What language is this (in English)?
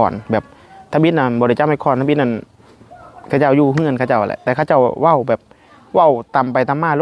Lao